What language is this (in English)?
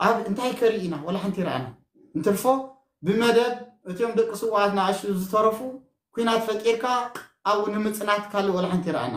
Tigrinya